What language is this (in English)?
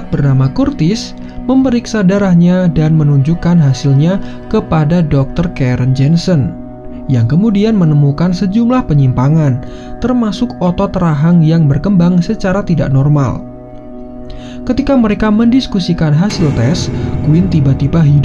Indonesian